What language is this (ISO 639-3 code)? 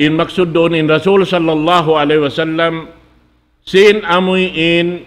tsg